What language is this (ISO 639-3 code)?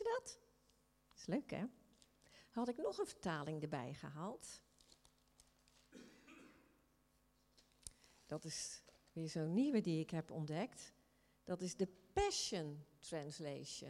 nld